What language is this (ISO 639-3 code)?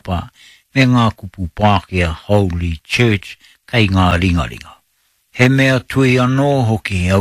mri